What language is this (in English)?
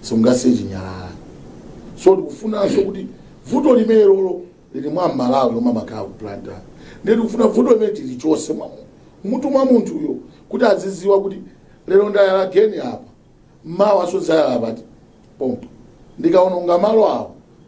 Nyanja